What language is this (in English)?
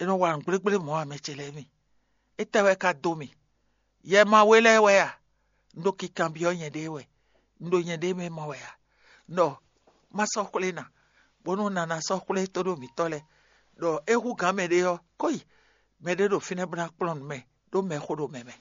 Fon